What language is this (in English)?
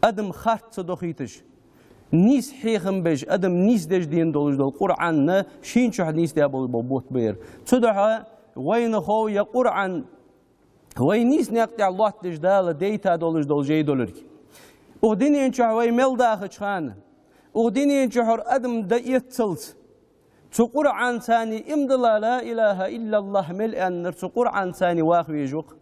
Ingush